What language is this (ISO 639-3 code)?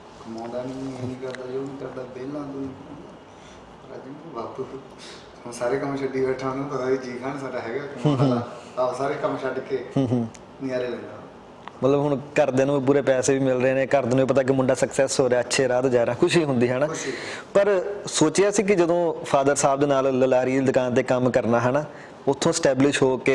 pan